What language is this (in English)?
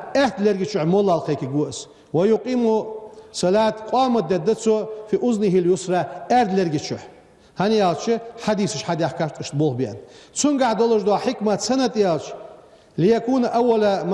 Ingush